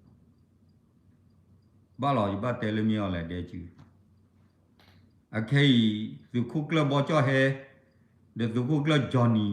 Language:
S'gaw Karen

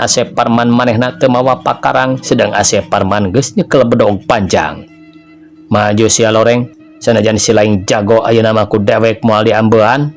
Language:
Sundanese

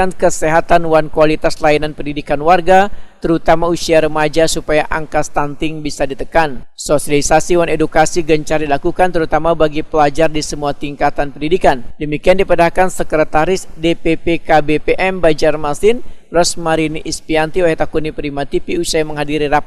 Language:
Banjar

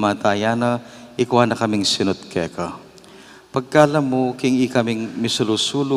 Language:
Pampanga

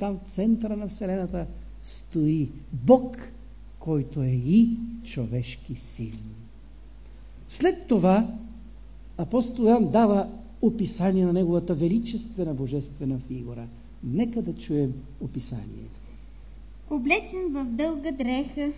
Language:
Bulgarian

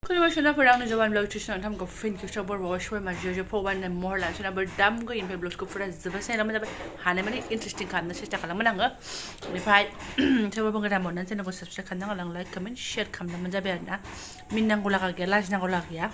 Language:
Bodo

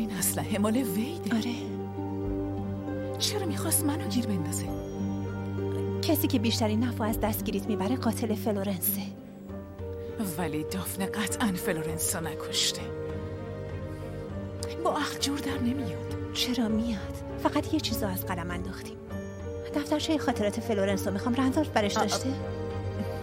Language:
Persian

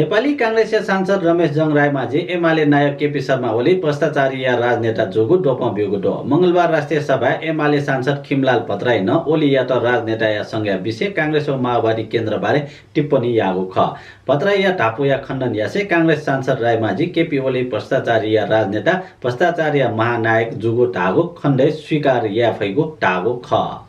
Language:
Newari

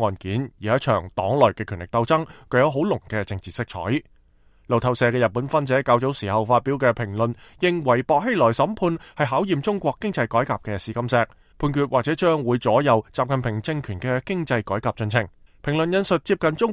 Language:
Cantonese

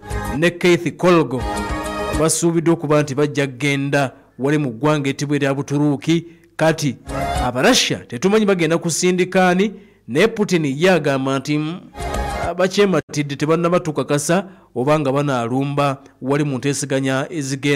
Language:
Ganda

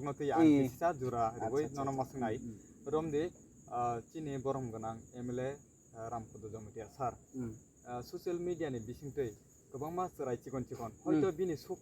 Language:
Kok Borok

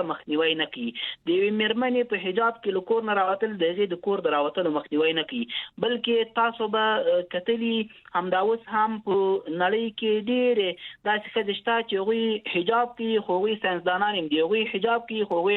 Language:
Pashto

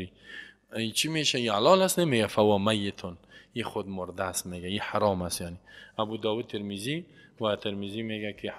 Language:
Persian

